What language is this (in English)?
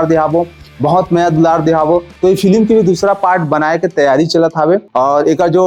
Chhattisgarhi